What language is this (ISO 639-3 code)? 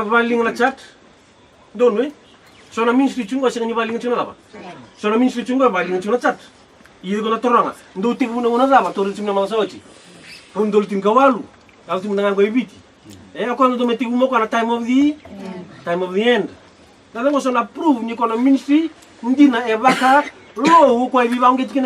fij